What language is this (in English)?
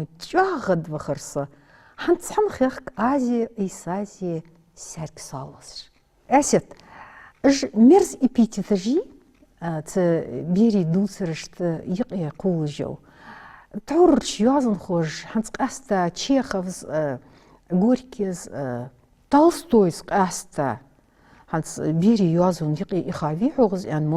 Ingush